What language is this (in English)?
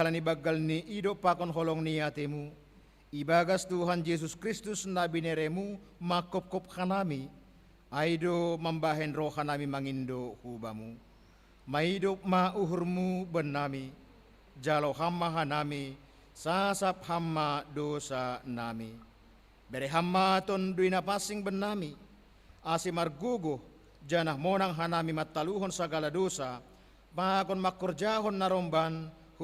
Batak Simalungun